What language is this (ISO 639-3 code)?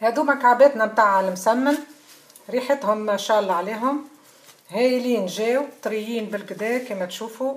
aeb